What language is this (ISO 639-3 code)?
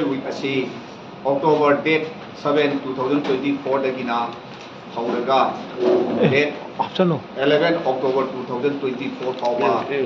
mni